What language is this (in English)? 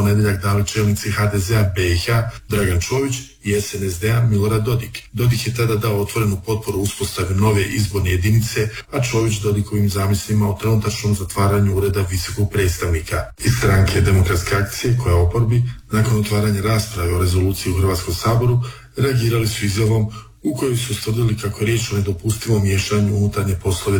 Croatian